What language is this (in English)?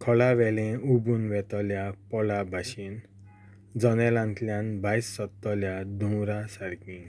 Konkani